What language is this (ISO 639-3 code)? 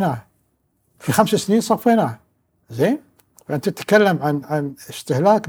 afb